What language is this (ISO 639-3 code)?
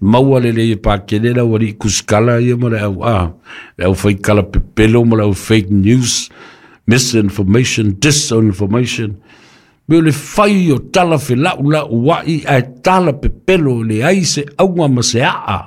smo